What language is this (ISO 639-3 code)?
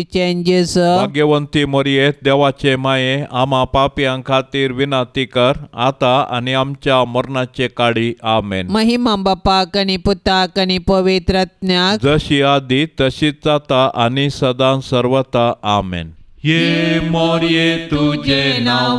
kok